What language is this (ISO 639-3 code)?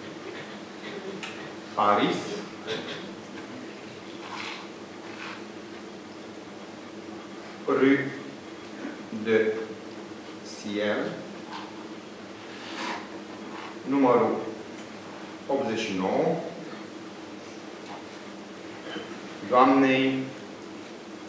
ron